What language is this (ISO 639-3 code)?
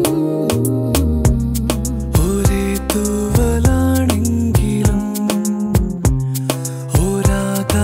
mal